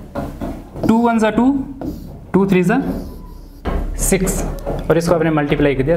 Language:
Hindi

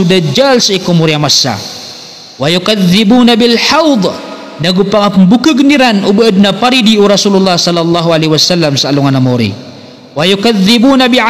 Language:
Maranao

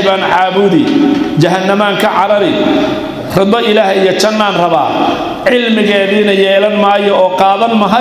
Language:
Somali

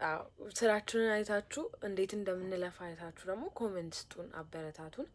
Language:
Amharic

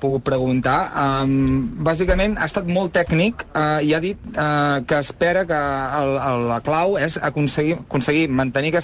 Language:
Catalan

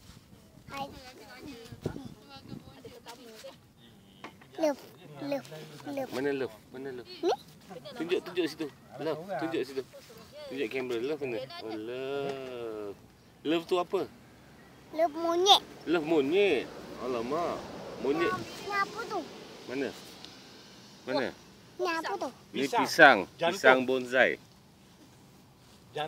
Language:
Malay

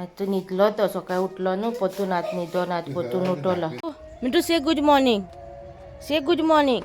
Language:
Konkani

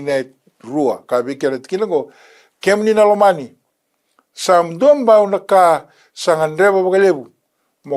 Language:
Fijian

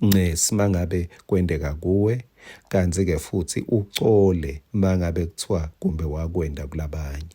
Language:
Swati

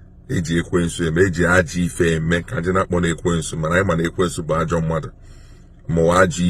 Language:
Igbo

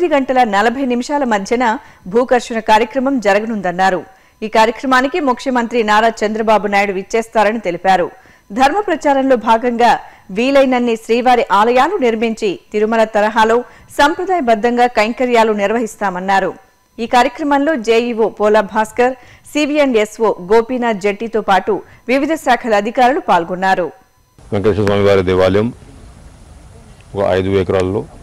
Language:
Telugu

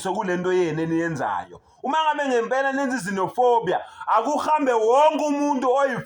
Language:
Zulu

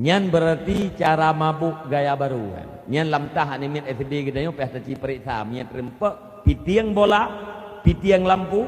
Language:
Achinese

